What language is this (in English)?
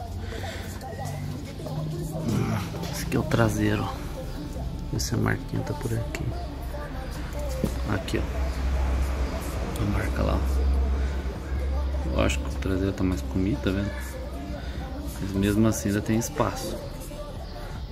Portuguese